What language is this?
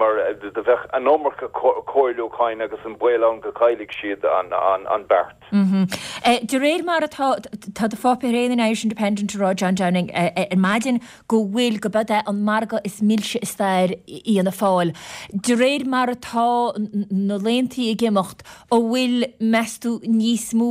Irish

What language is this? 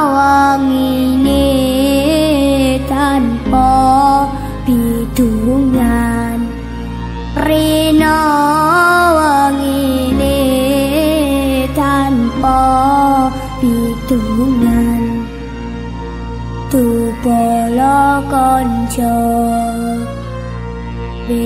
Javanese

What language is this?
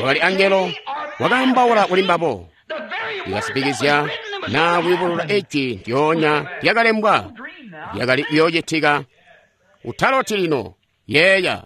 Tonga (Zambia)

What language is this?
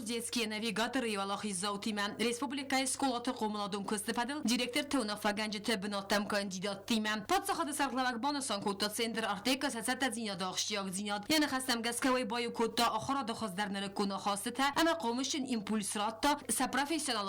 Ossetic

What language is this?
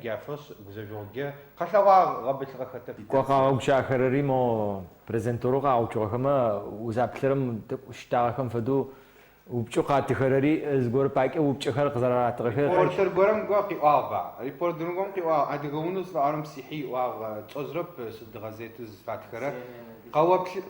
Adyghe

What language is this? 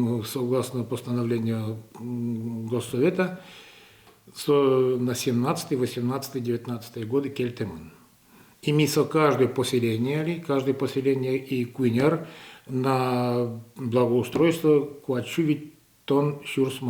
Udmurt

